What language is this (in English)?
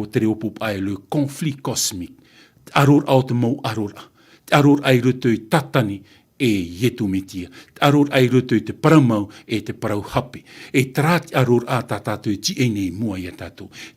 Tahitian